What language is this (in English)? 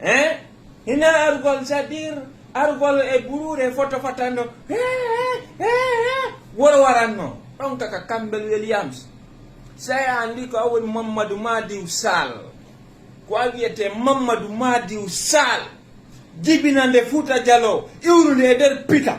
Fula